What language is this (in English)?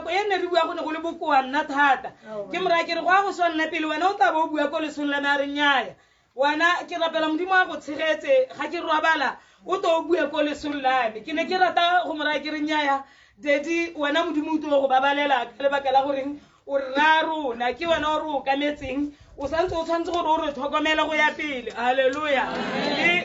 Tswana